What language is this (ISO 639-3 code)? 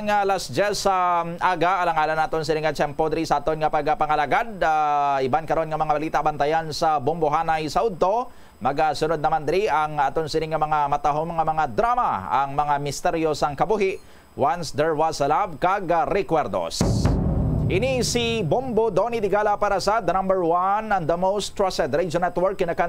hil